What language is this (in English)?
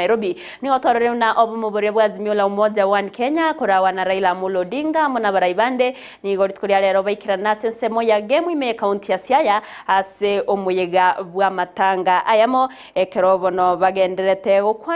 Gusii